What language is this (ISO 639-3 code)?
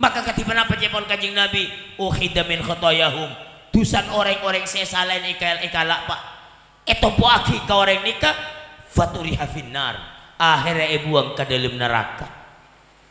mad